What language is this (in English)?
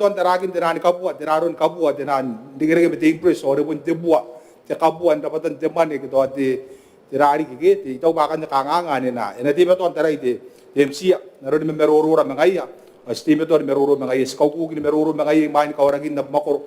Gilbertese